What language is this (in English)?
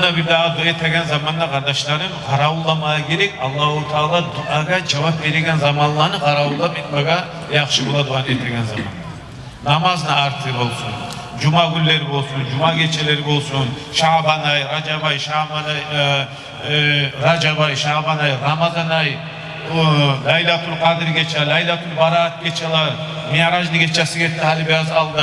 Kumyk